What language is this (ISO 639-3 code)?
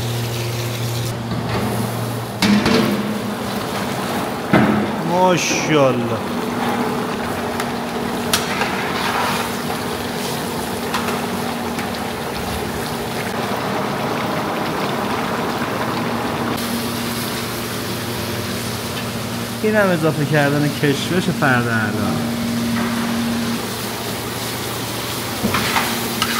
fas